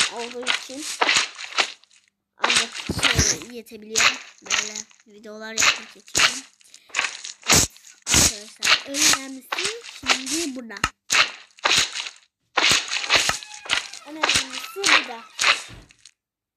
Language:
Turkish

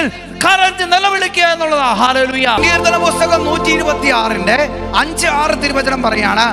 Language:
Malayalam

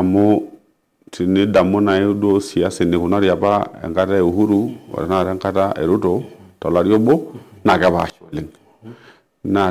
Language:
Masai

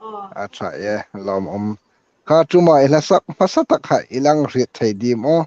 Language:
Hmar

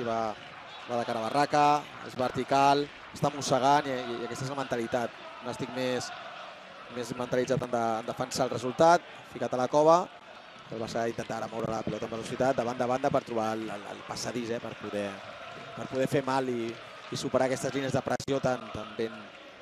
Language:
Catalan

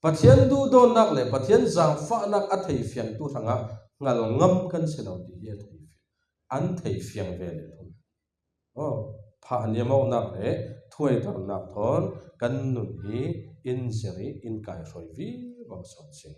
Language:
Falam Chin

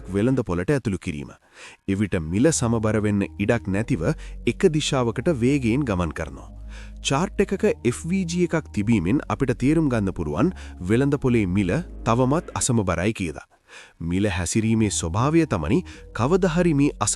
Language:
Sinhala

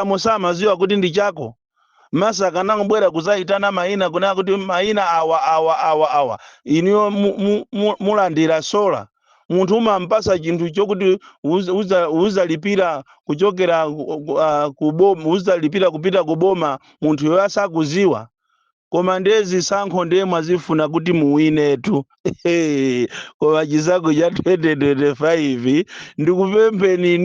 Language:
Nyanja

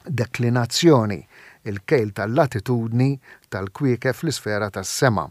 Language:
Maltese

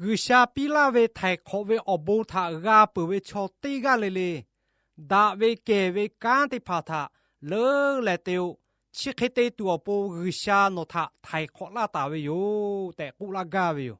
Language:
Lahu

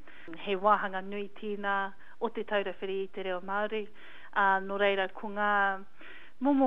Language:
Māori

